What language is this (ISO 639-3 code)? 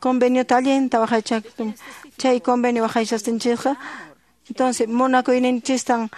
que